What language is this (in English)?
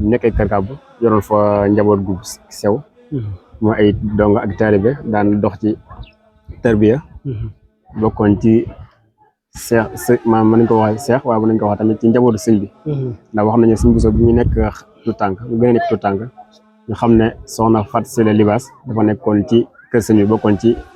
Wolof